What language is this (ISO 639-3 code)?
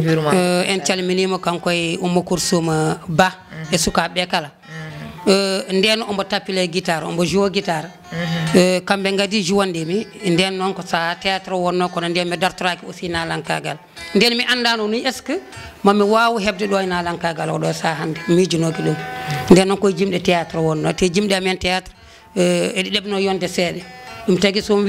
ful